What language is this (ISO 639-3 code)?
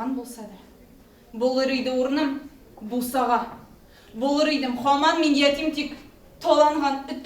tat